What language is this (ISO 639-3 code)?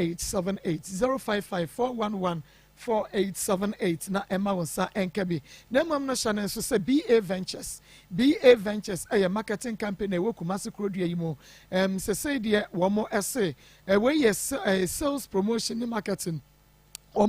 aka